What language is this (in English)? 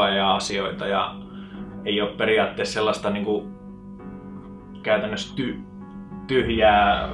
Finnish